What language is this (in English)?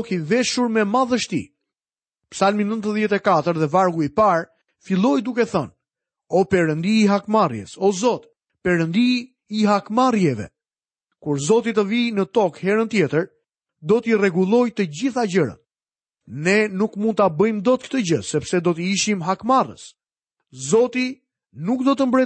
Albanian